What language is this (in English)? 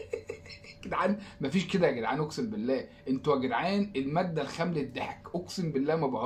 Egyptian Arabic